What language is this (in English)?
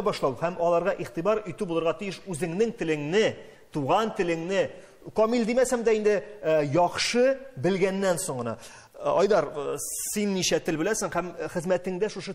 Tatar